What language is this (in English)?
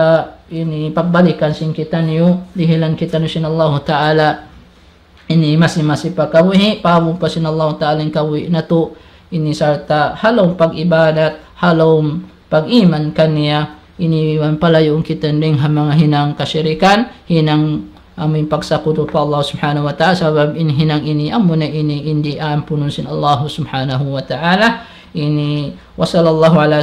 Tausug